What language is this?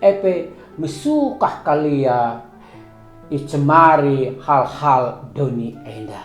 Batak Karo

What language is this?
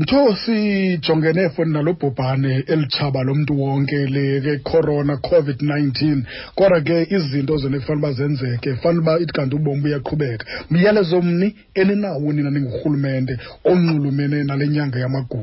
Xhosa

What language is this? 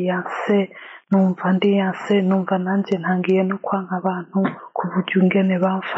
Rundi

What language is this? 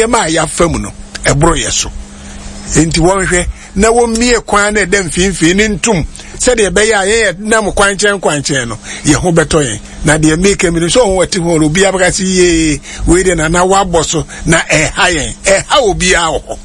Akan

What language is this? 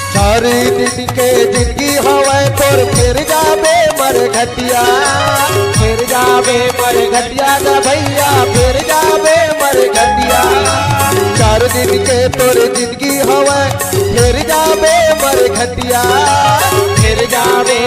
Chhattisgarhi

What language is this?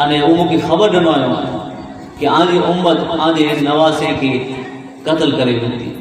Kachhi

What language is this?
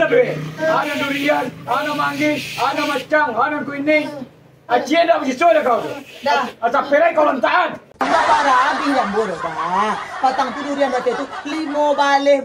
Minangkabau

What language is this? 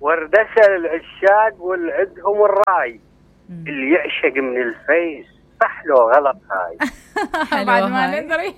Mesopotamian Arabic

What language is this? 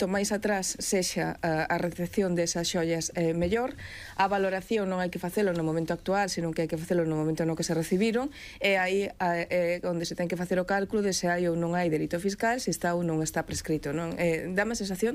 Galician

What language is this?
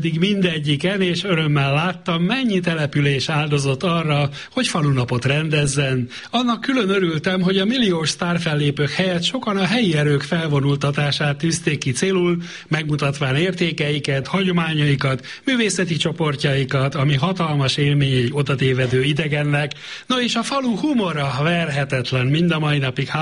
Hungarian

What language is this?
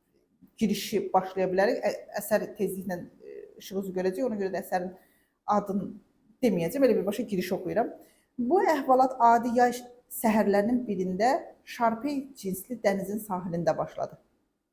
Azerbaijani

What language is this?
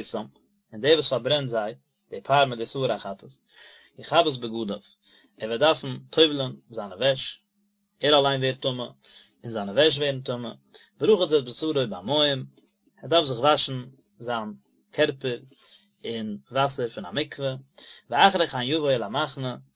Yiddish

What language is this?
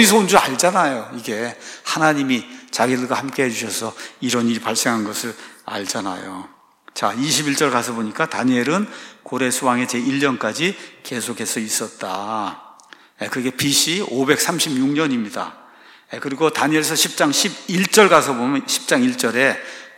Korean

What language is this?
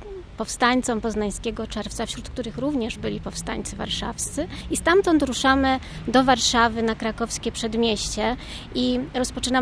Polish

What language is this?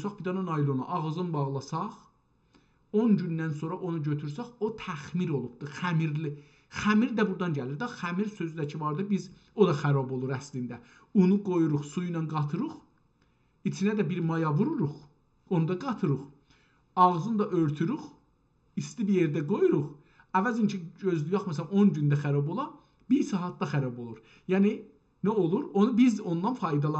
South Azerbaijani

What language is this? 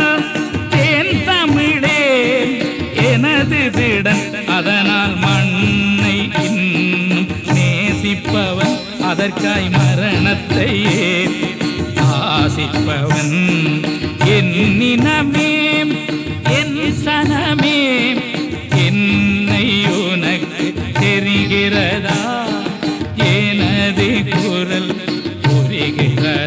Tamil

